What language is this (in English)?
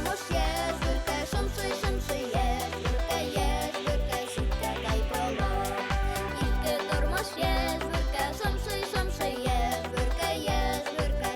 Bashkir